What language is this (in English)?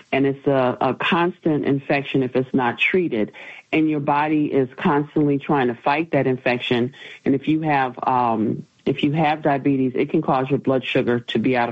English